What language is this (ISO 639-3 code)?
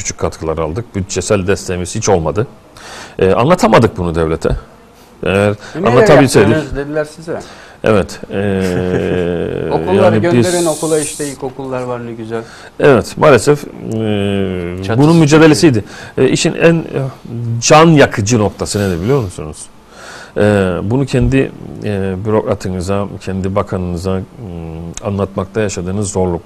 tur